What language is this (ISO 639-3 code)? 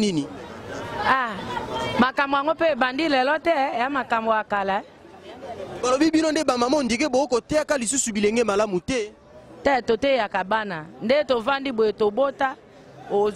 lin